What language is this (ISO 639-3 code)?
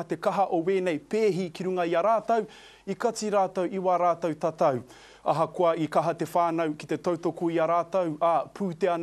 mri